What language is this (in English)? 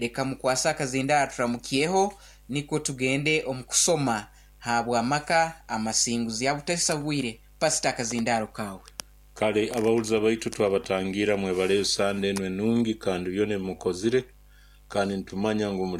Nyoro